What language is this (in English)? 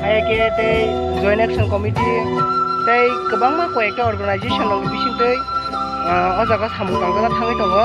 Kok Borok